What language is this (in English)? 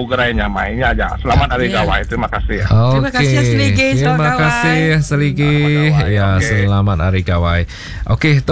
Iban